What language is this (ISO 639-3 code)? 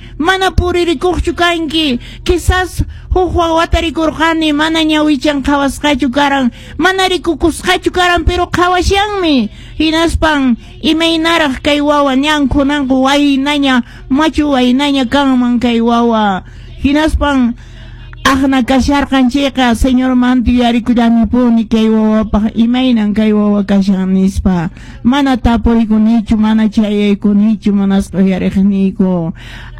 que